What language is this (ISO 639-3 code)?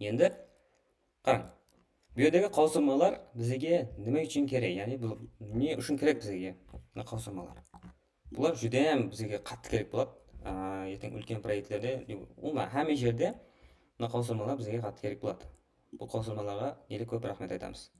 kaa